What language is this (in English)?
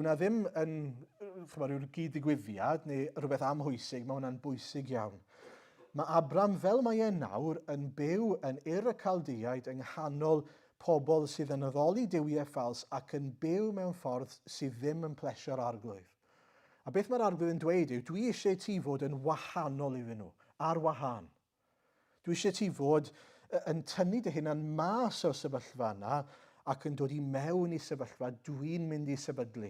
Welsh